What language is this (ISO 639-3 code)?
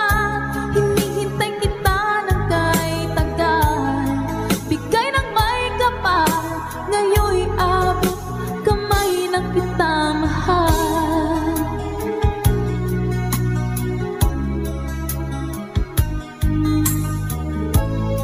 fil